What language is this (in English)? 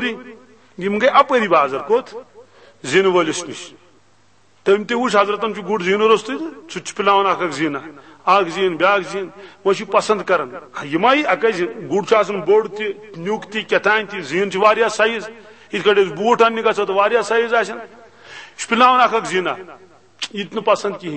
Kashmiri